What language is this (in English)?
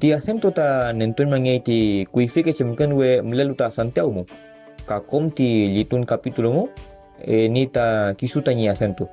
Mapuche